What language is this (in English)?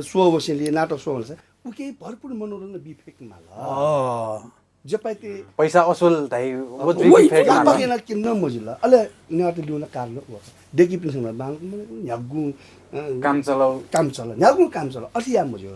Newari